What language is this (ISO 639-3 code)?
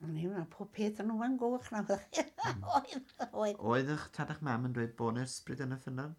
cym